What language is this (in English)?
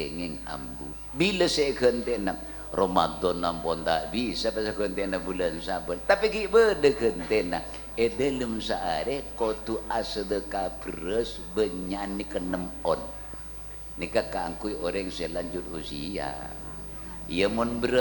Madurese